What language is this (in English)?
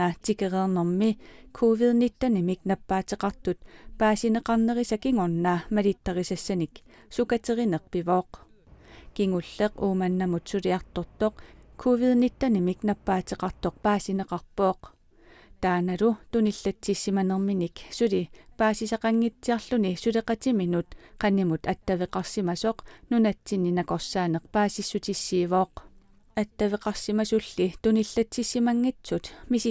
Kalaallisut